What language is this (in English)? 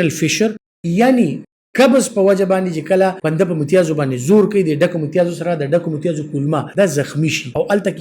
Pashto